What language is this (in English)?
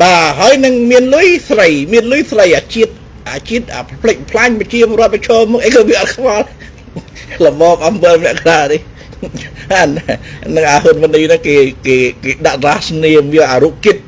Khmer